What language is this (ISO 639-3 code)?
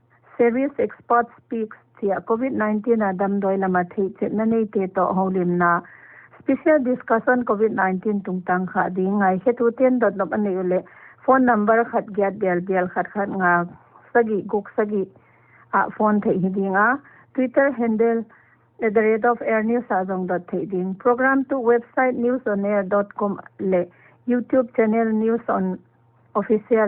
pck